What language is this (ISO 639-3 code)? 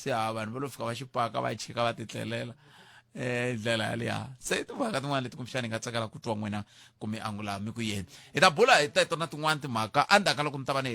tso